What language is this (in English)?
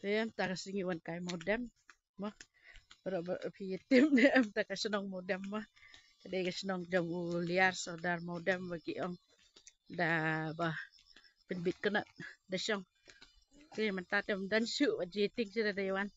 Khasi